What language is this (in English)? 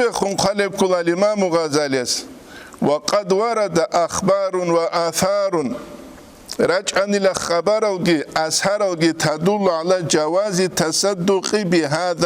Avaric